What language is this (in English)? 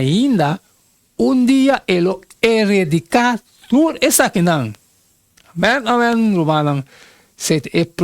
Papiamento